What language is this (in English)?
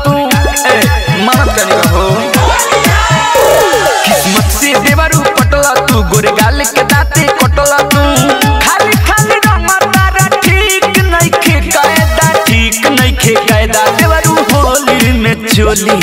Bhojpuri